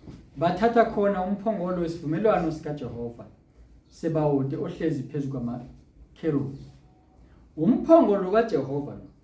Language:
Zulu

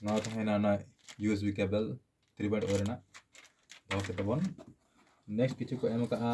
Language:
Santali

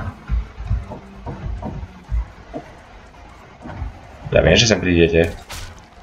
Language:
Slovak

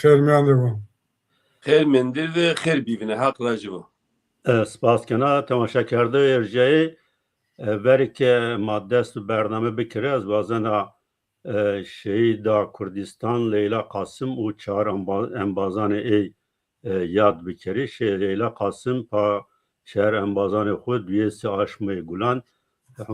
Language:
Zaza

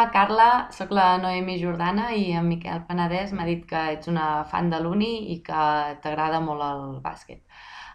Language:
Catalan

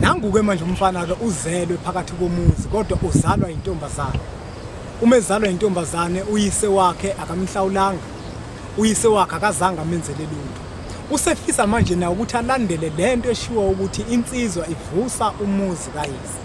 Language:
Zulu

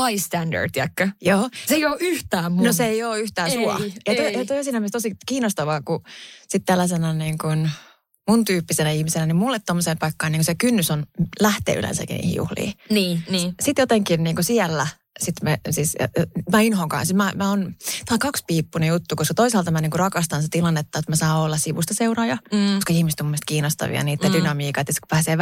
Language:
Finnish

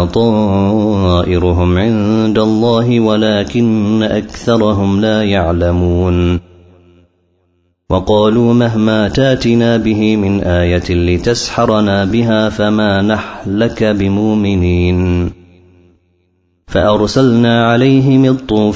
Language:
Arabic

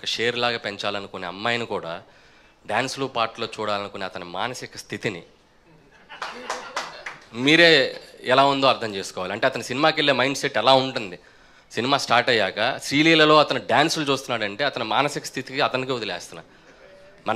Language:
Telugu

